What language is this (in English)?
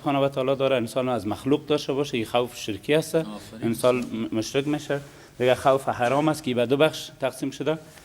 Persian